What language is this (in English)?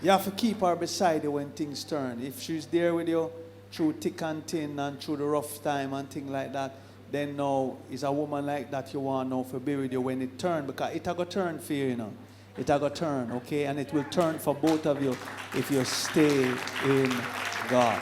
Jamaican Creole English